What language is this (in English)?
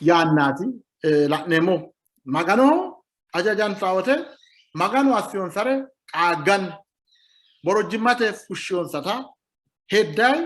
Sidamo